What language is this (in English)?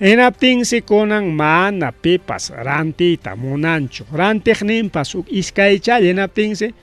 Ayacucho Quechua